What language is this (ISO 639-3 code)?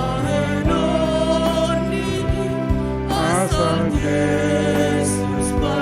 bts